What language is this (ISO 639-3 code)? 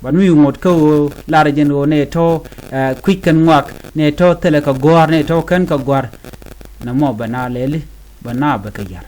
nus